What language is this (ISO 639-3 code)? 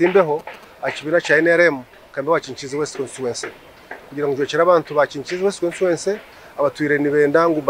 nyn